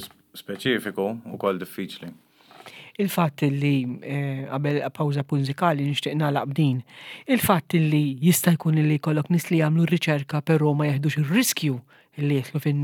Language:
Maltese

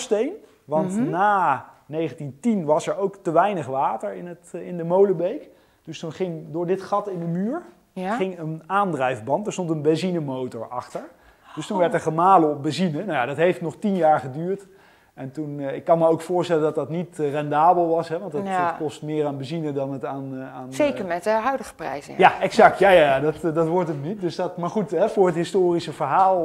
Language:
Dutch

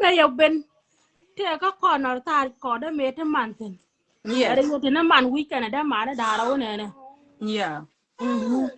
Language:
Nuer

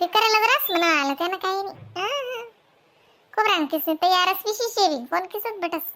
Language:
Khandesi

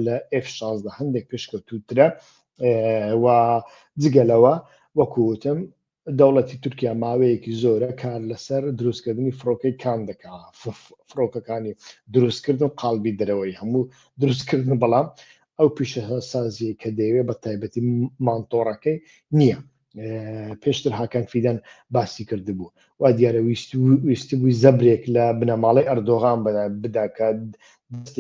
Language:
Central Kurdish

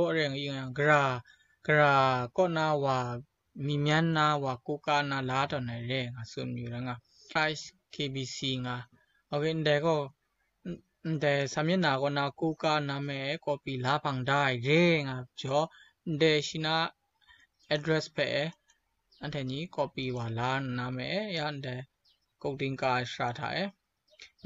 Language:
Kachin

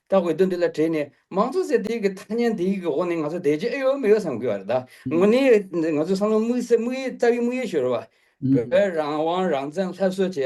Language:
Tibetan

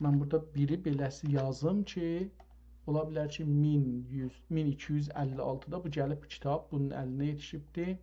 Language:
South Azerbaijani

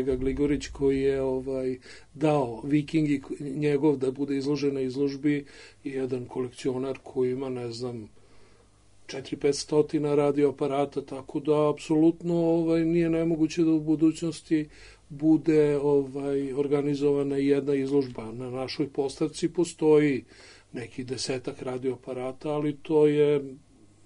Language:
Serbian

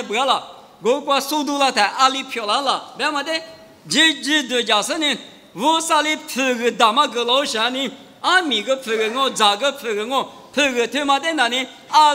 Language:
Lisu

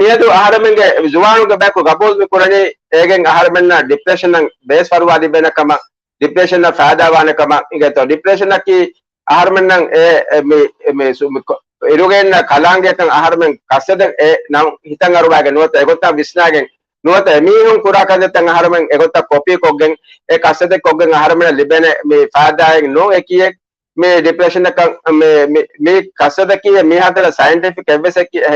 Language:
Divehi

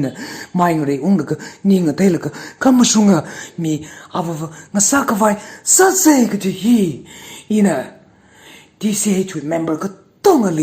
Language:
Tangkhul Naga (India)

